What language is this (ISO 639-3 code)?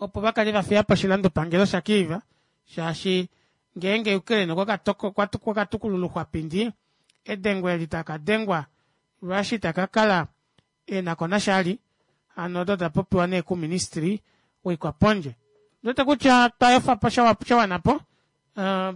kua